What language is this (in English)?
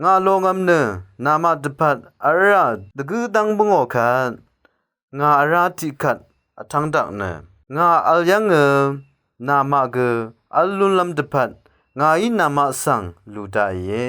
Rawang